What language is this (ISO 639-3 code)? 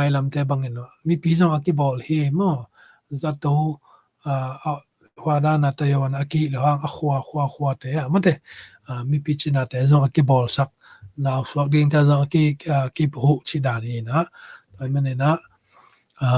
ctd